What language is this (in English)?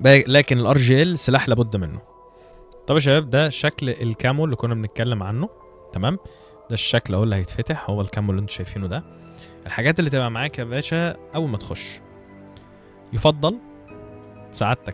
Egyptian Arabic